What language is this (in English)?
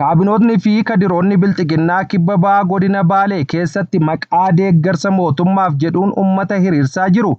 Oromo